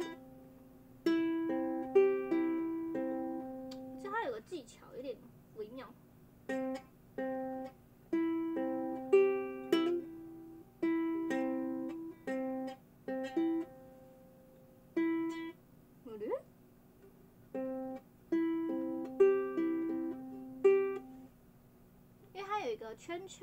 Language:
Chinese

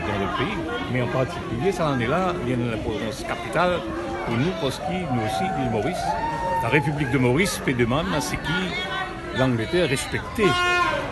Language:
Morisyen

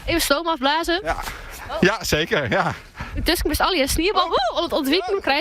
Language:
Western Frisian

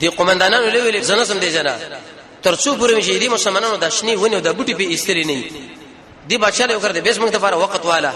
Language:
Pashto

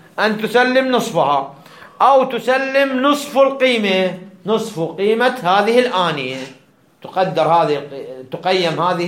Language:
Arabic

